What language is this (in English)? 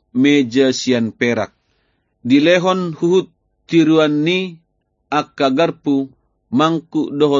Batak Toba